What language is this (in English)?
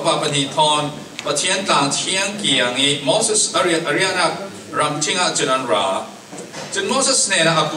Falam Chin